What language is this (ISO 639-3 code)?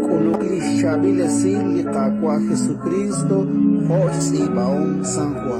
kek